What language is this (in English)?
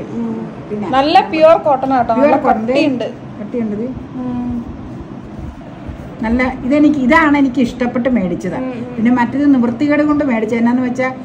Malayalam